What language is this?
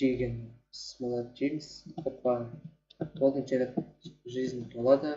Kazakh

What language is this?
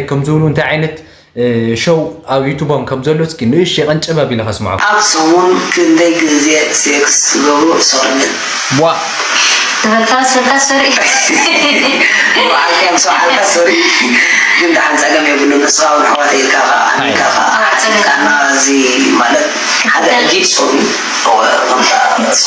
Tigrinya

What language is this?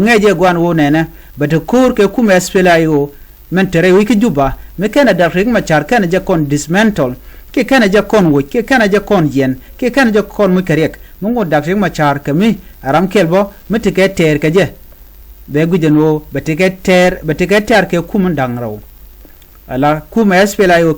Nuer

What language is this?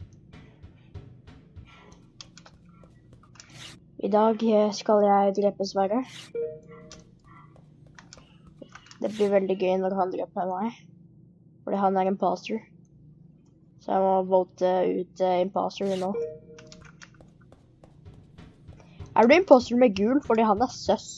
Norwegian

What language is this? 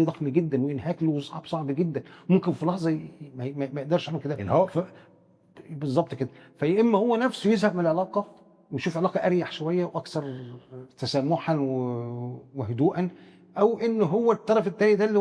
Egyptian Arabic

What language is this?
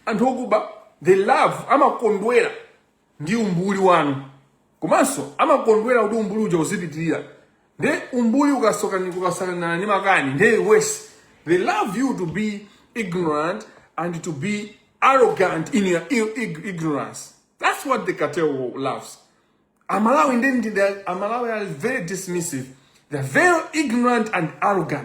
Nyanja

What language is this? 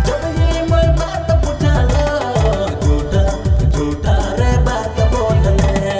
Sadri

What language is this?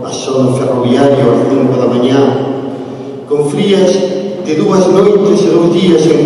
Galician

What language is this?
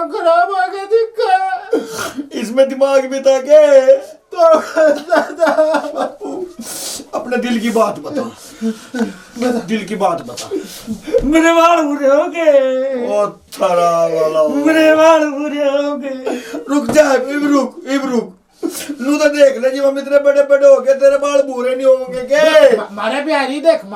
Haryanvi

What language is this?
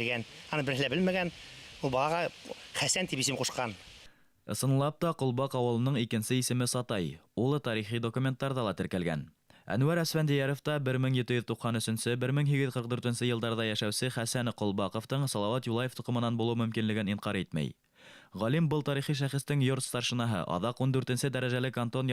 Bashkir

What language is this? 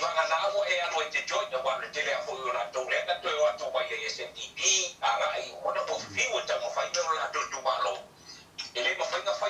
Samoan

